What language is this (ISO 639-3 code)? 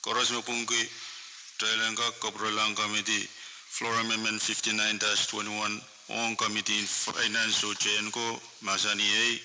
pon